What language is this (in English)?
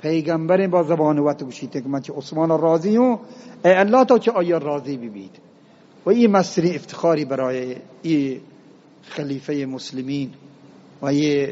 Eastern Balochi